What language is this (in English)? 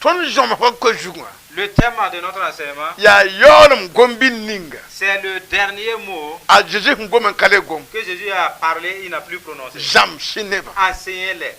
Mossi